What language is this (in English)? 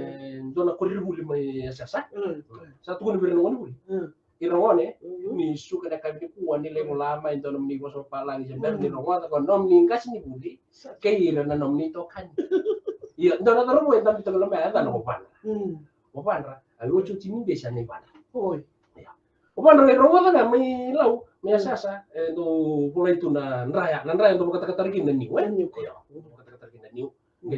Fijian